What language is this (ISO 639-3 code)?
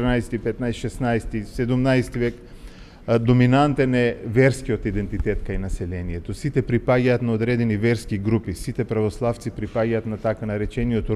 mkd